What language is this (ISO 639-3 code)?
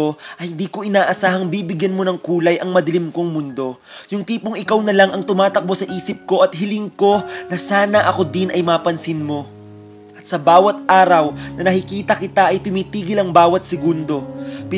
fil